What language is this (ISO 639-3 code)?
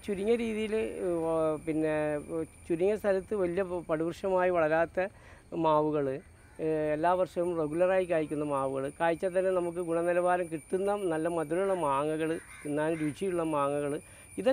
mal